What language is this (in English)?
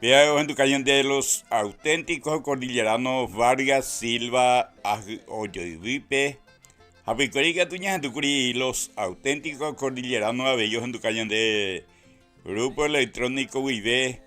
Guarani